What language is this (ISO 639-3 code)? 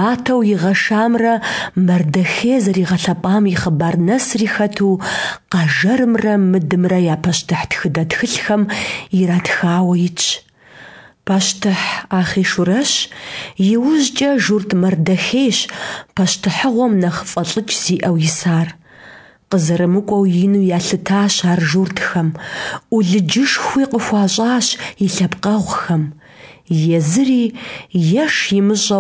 kbd